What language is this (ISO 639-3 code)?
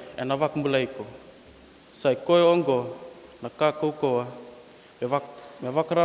fij